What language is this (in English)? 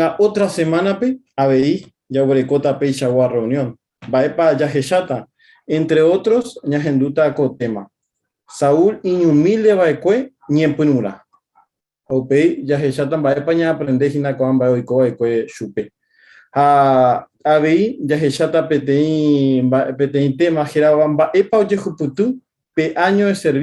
Guarani